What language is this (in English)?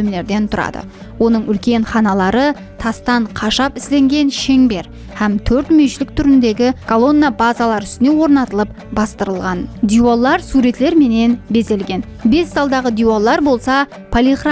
Kara-Kalpak